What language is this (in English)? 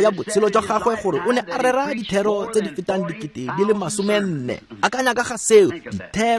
Tswana